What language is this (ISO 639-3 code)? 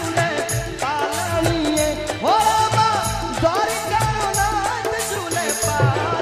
bho